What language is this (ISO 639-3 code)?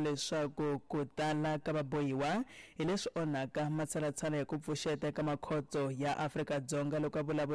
tso